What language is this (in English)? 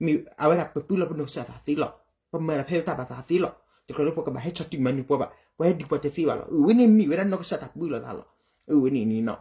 S'gaw Karen